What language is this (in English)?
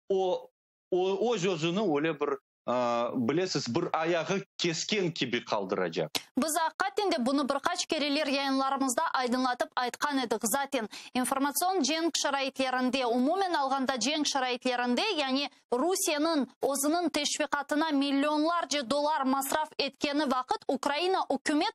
Crimean Tatar